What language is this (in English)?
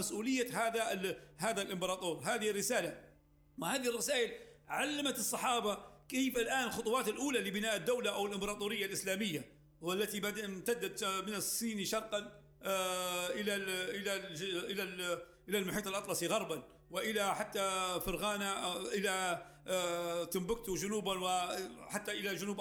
Arabic